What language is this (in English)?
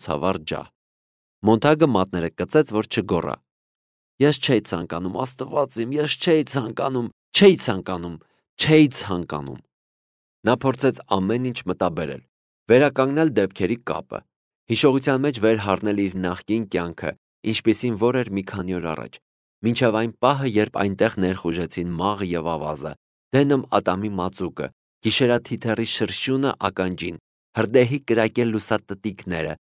Armenian